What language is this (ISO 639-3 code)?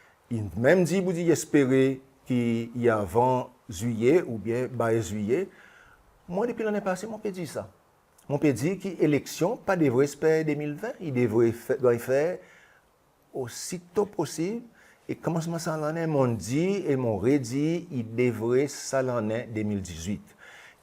crs